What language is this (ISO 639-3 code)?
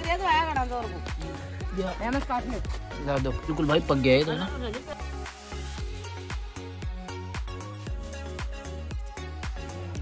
hin